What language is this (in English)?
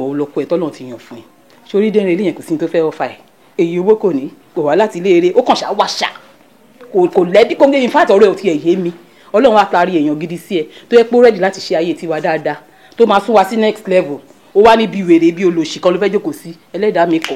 Yoruba